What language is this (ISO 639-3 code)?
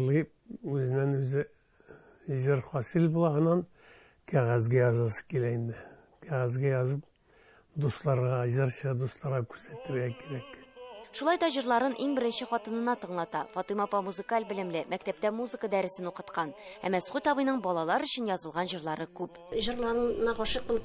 tat